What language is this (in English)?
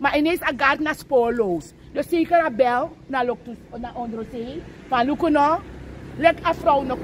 Sranan Tongo